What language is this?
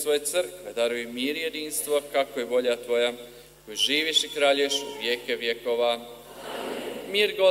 Croatian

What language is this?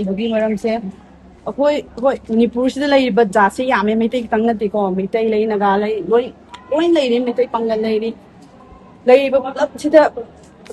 Manipuri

